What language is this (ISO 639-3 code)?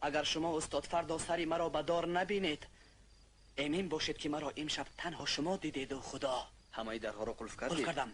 tgk